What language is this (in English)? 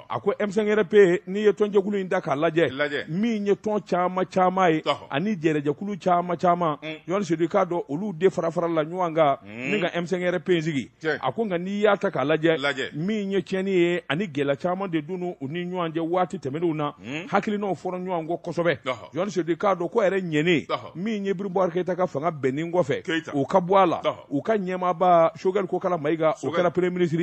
Bambara